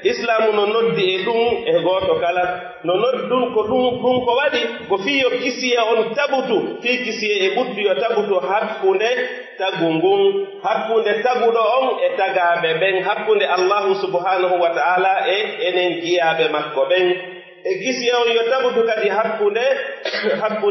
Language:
Pular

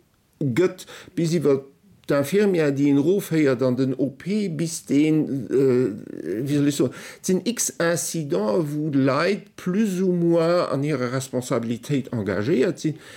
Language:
Luxembourgish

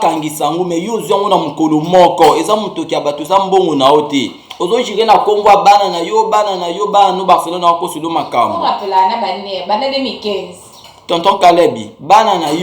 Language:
Lingala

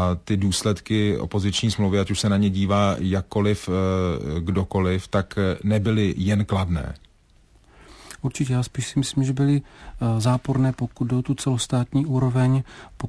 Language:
Czech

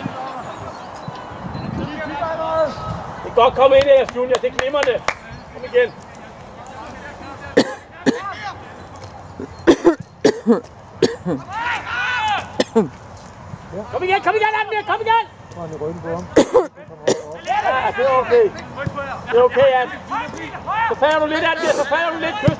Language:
Danish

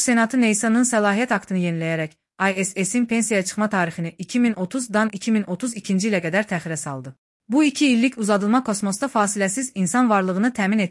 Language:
Azerbaijani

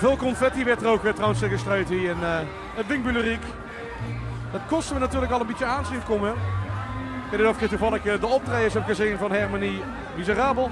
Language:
Limburgish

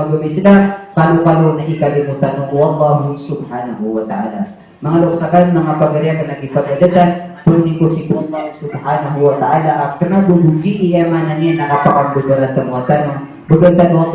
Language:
Maranao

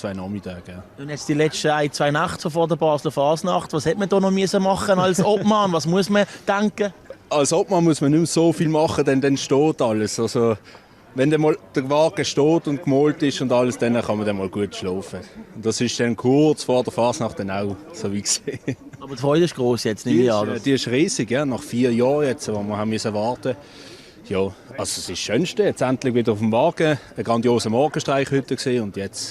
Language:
Swiss German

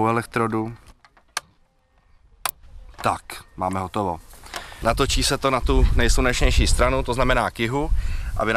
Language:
Czech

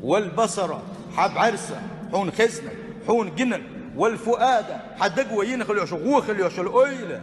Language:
Chechen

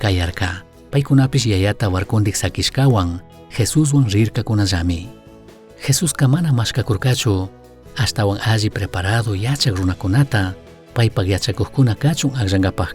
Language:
Chimborazo Highland Quichua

